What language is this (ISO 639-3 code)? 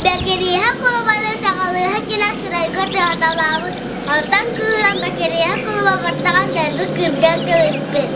sah